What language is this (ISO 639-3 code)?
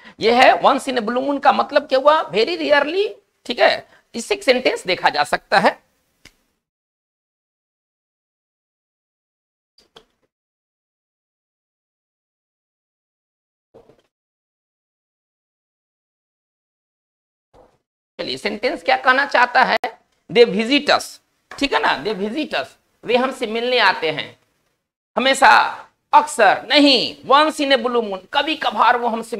hin